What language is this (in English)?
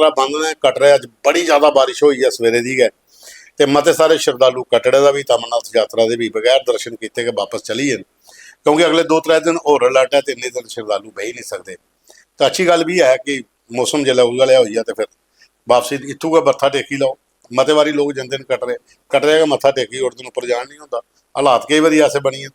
Dogri